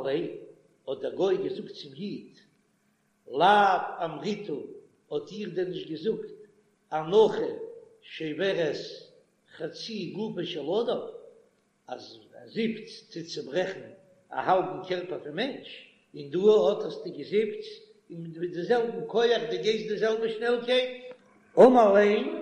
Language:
Yiddish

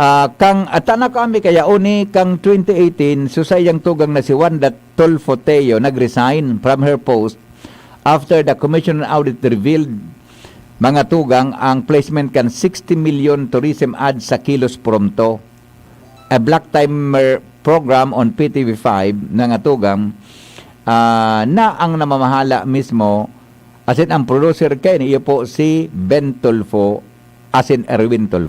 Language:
Bikol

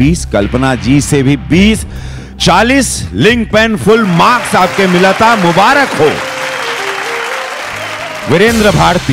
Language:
Bhojpuri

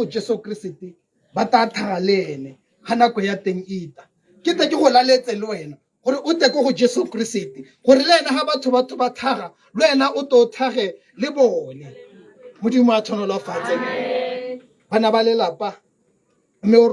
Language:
Tswana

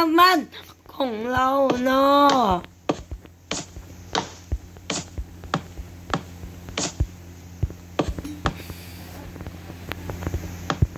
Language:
Thai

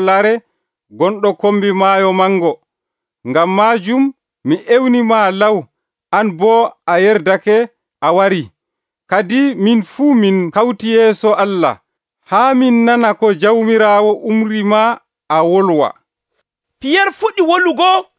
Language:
Nigerian Fulfulde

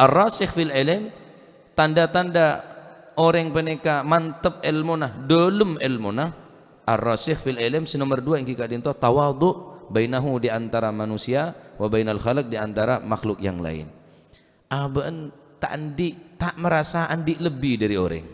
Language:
Madurese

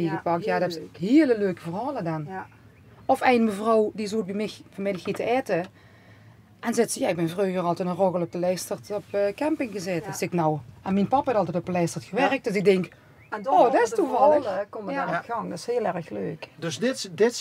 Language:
Limburgish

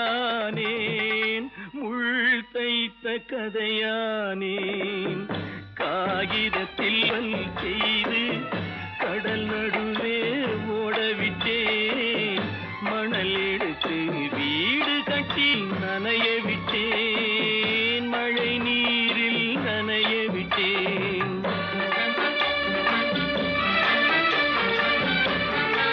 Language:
Tamil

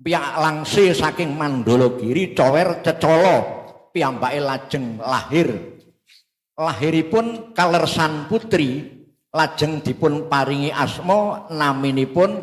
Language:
Javanese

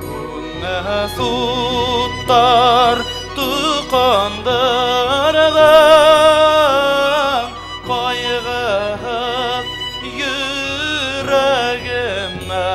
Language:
Bashkir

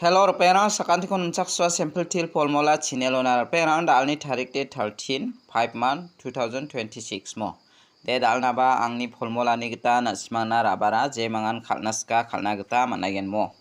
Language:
Garo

